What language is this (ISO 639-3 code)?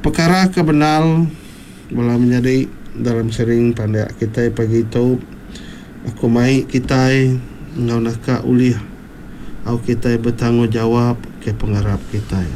iba